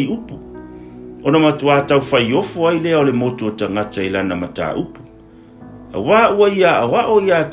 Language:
Samoan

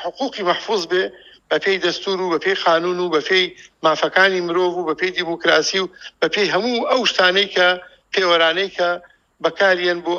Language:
Central Kurdish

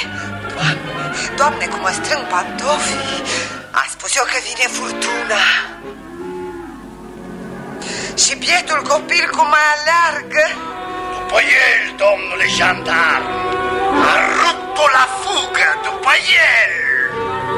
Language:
Romanian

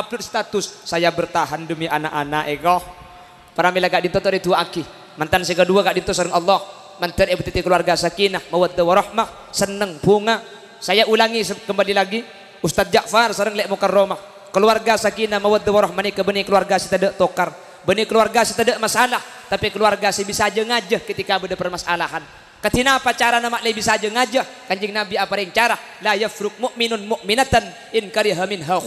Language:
Madurese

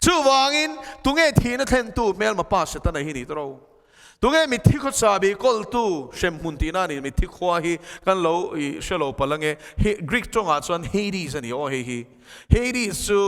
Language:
Mizo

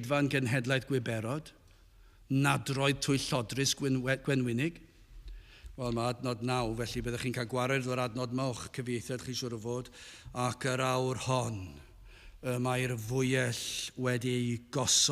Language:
Welsh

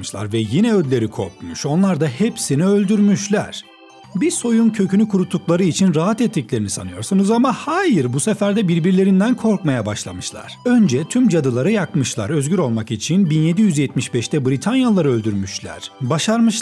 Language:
Turkish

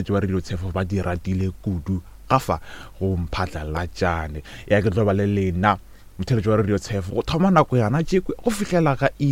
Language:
Northern Sotho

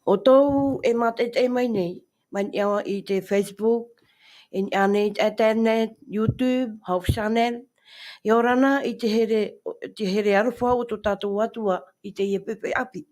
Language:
Tahitian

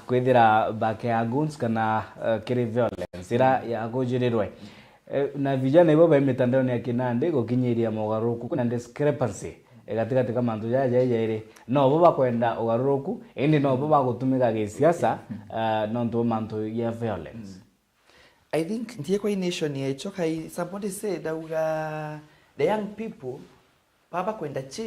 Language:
Meru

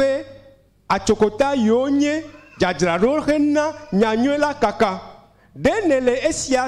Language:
Ewe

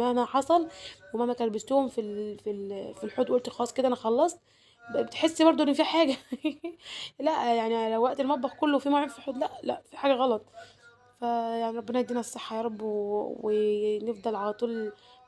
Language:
Egyptian Arabic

